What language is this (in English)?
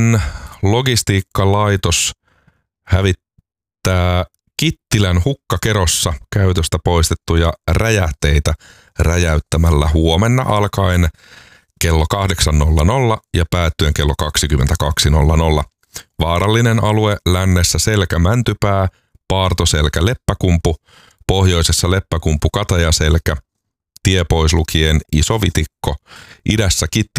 Finnish